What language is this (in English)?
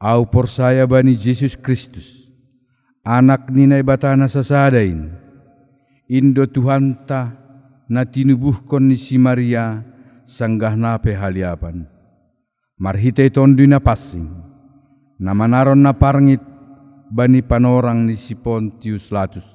Batak Simalungun